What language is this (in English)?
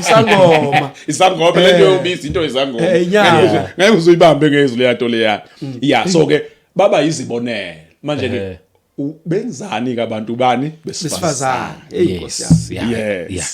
Zulu